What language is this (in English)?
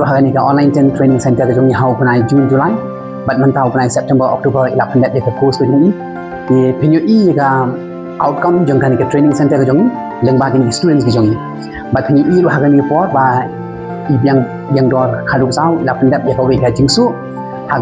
Khasi